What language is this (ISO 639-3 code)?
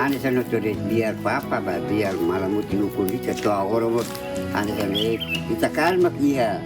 tet